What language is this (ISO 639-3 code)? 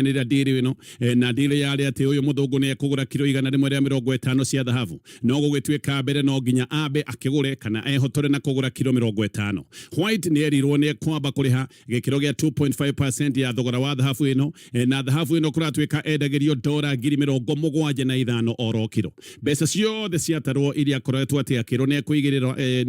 kik